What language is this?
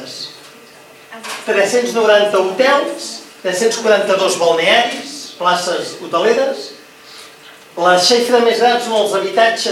Catalan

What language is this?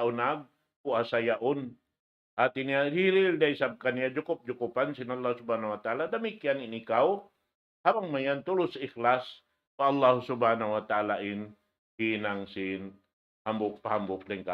Tausug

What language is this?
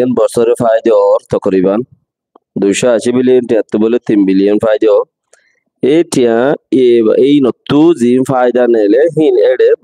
Rohingya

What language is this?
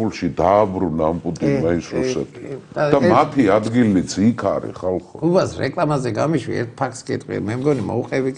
Georgian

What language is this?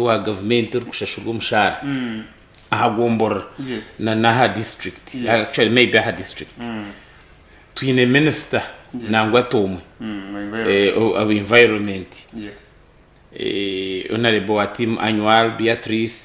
Nyankole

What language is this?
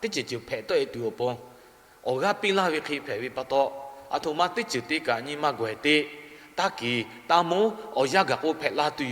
Lahu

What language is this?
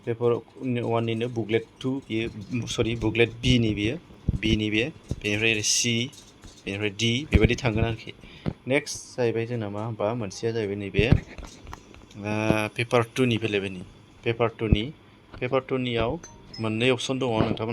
Bodo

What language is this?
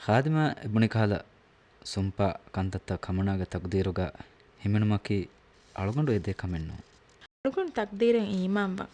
Divehi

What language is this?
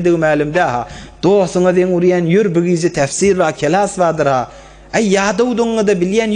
Turkmen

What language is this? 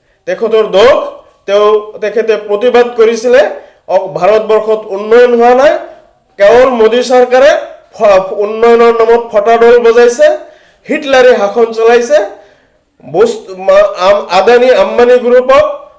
Assamese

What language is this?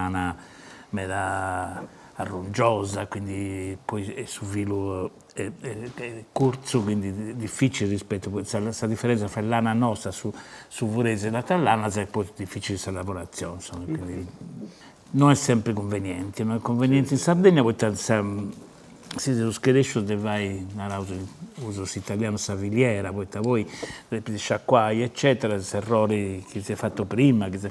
Sardinian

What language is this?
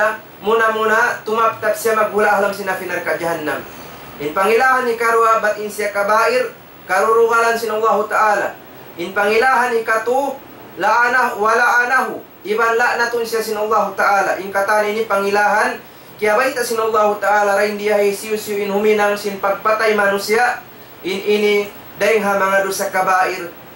Tausug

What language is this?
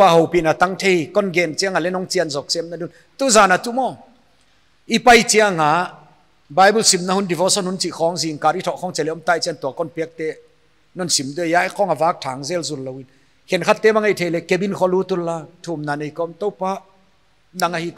Paite Chin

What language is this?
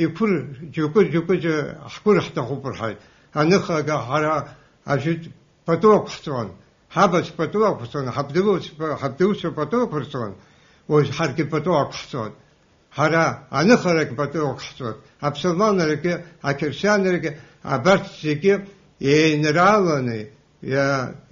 Abkhazian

